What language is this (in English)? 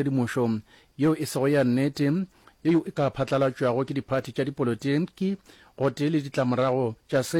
Northern Sotho